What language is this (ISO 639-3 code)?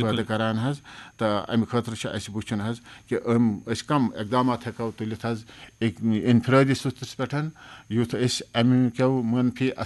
kas